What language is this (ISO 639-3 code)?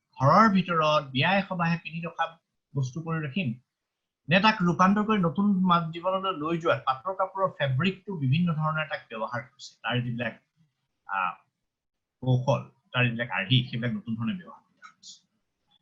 asm